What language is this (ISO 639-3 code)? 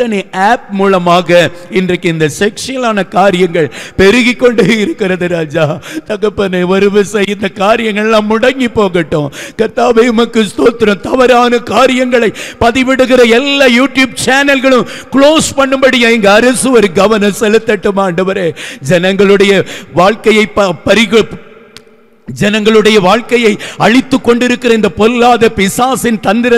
tam